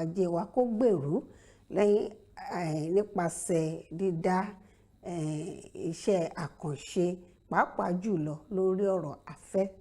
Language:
Yoruba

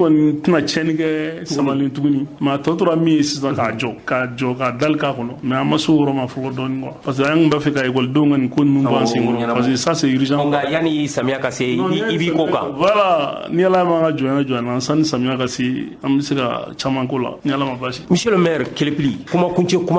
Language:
Bambara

